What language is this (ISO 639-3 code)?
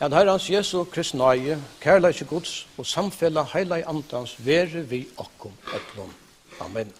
fao